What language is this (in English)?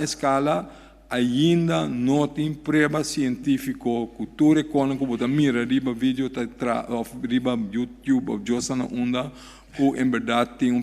Papiamento